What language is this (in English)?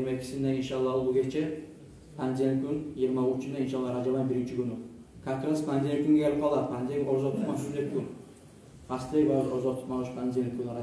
Kumyk